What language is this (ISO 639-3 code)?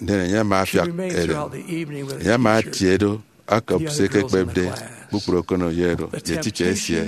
efi